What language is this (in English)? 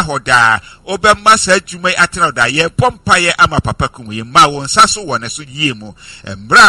Akan